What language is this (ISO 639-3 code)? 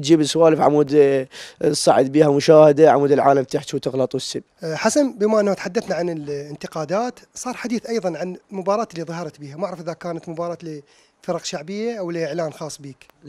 acm